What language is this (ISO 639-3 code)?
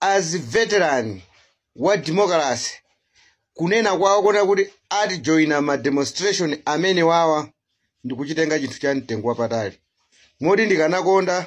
nya